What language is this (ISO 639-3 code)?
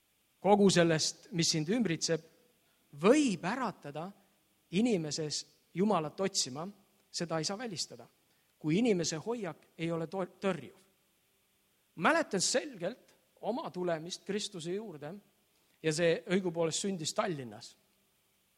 est